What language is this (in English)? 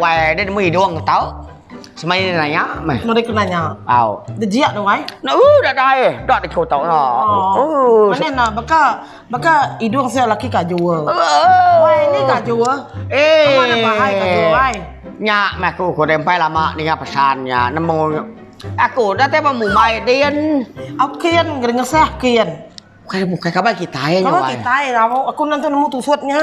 Iban